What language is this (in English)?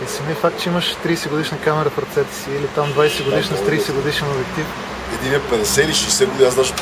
Bulgarian